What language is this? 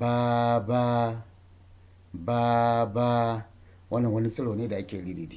Hausa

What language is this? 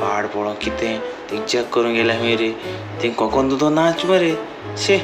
Konkani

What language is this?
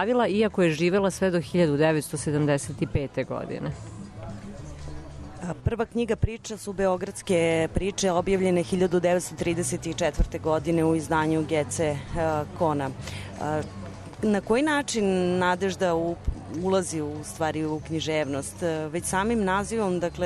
Serbian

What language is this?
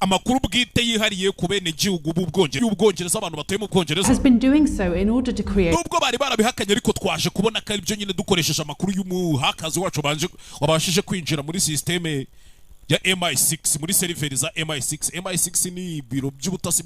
Kinyarwanda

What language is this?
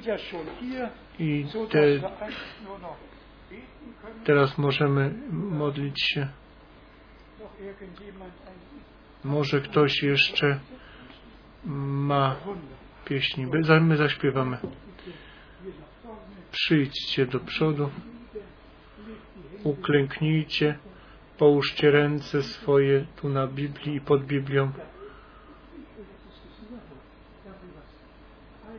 Polish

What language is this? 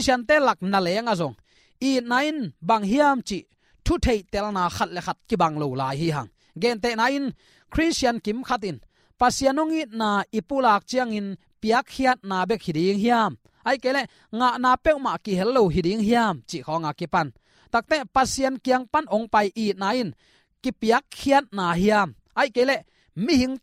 Tedim Chin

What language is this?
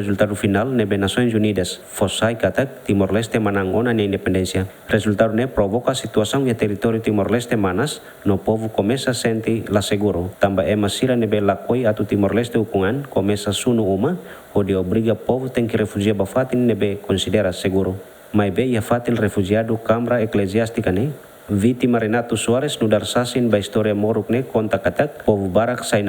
Tetum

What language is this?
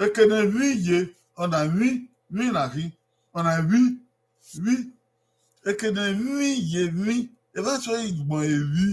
Bini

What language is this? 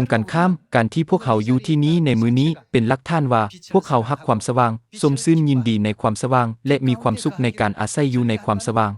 Lao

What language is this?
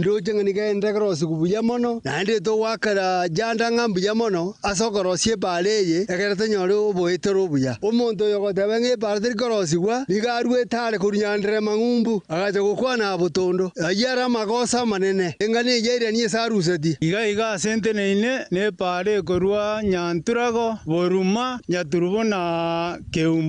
Gusii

